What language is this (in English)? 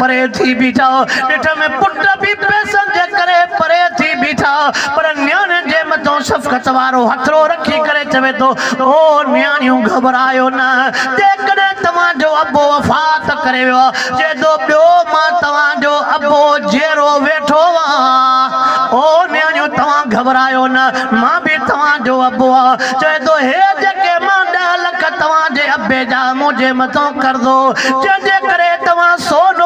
Sindhi